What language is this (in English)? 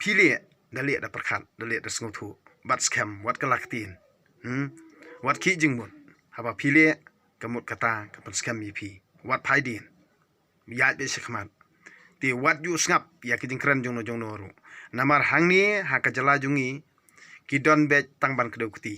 Khasi